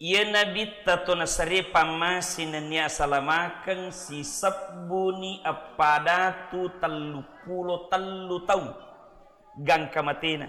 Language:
Buginese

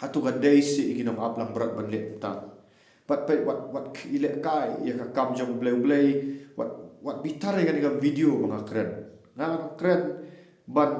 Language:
Khasi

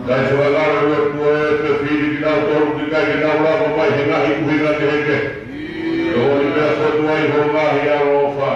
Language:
Tongan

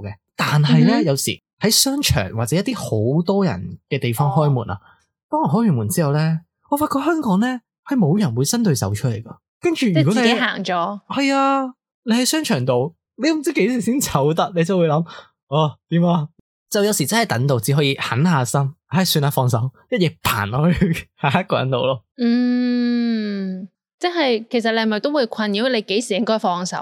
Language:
Cantonese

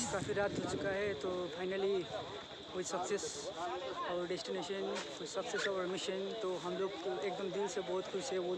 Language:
Hindi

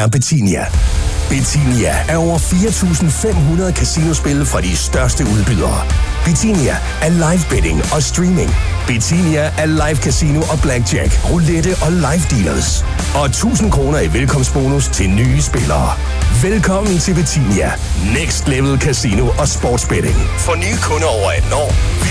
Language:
Danish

